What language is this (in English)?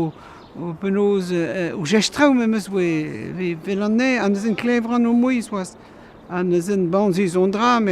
Breton